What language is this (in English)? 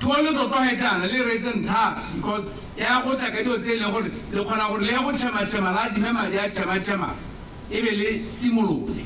Tswana